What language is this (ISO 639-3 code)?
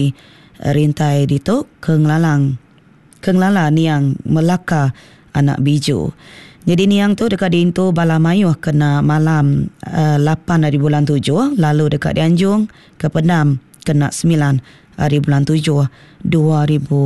iba